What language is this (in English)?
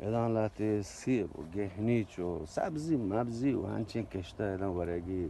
Eastern Balochi